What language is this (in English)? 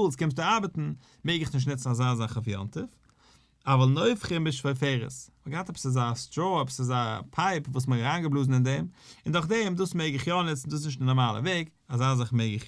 Yiddish